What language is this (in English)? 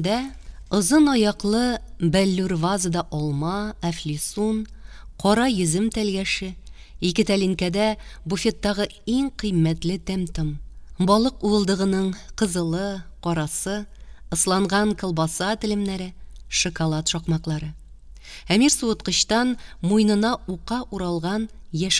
Tatar